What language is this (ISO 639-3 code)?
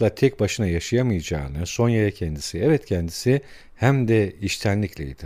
tur